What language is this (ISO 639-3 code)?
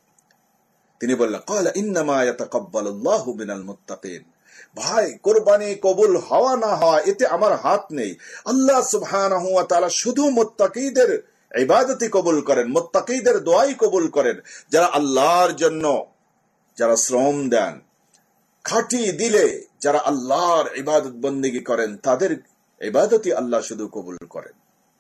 ben